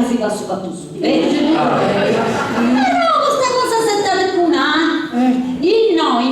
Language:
Sardinian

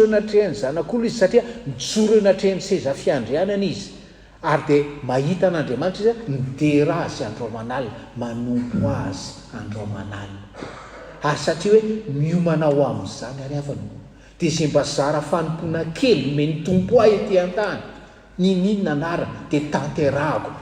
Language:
Malagasy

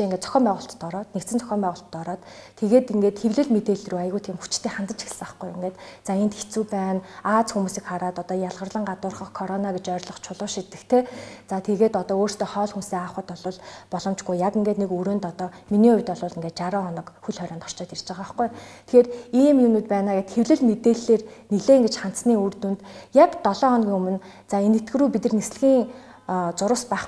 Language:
Mongolian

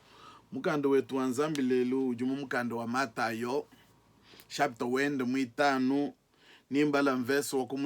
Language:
Luba-Lulua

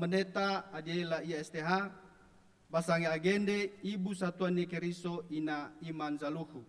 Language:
Nias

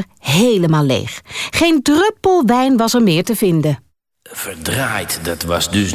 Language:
Dutch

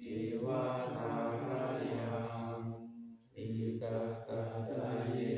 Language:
Pali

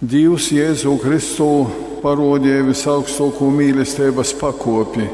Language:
Latgalian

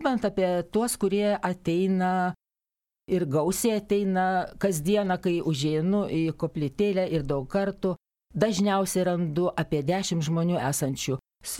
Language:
Lithuanian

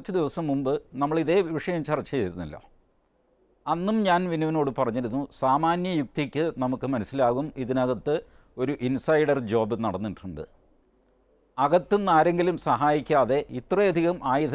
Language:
Malayalam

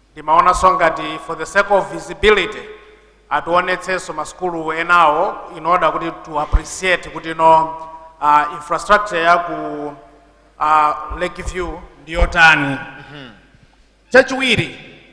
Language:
Nyanja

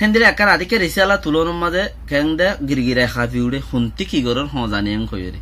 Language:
Rohingya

